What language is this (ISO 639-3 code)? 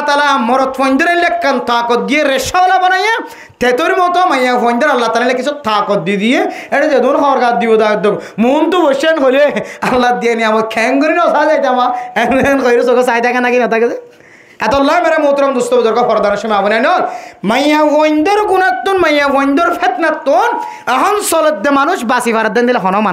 rhg